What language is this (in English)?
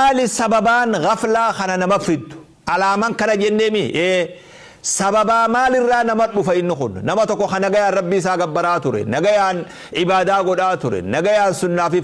Oromo